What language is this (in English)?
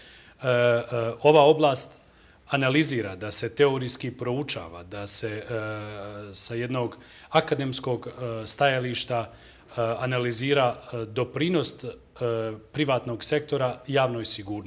Bosnian